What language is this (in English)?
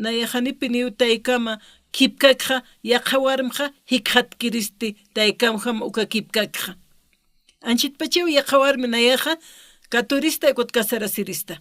Aymara